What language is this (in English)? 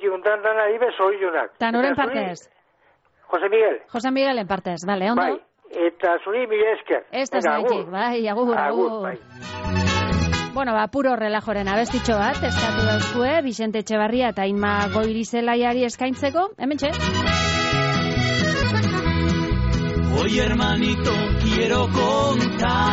Basque